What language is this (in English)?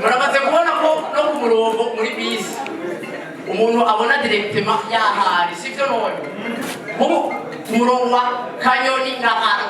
Rundi